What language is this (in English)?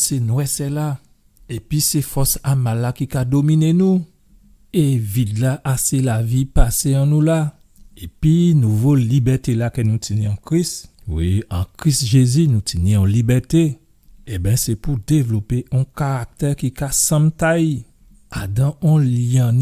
Guadeloupean Creole French